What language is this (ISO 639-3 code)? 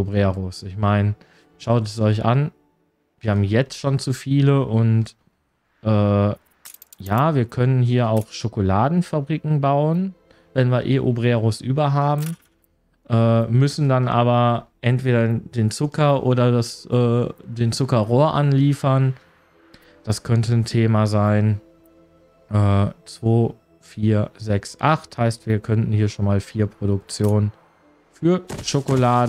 deu